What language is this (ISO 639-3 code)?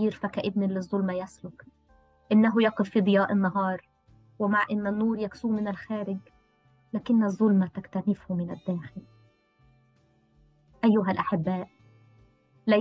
ara